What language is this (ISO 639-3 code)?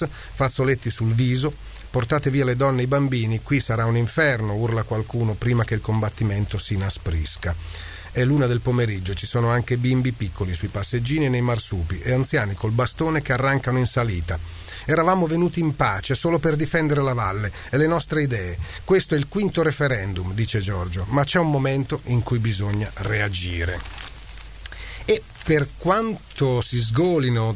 ita